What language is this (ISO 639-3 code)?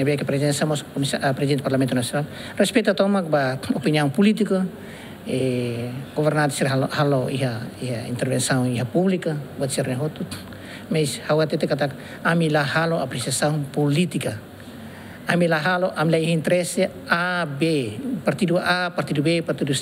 tet